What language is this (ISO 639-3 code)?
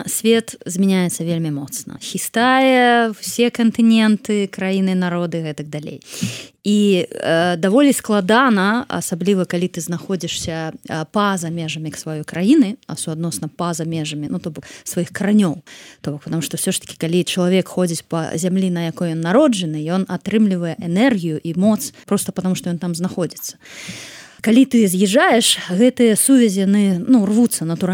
bel